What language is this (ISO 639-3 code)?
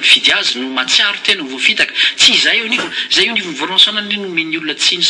mlg